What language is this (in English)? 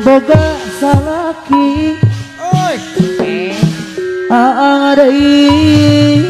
Sundanese